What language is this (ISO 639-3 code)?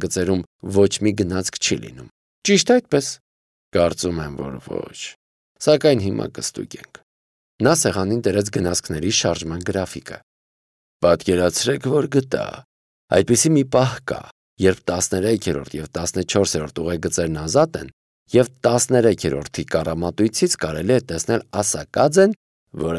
hye